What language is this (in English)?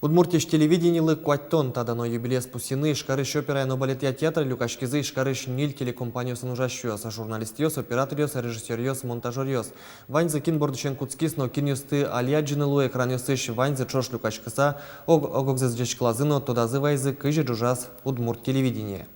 Udmurt